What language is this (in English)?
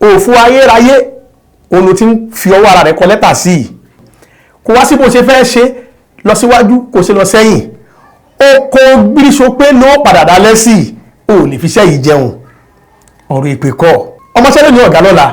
Yoruba